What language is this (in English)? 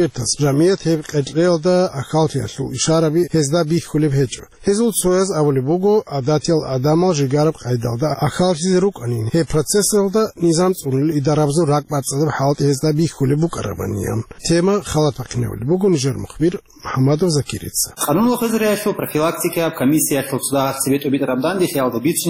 Avaric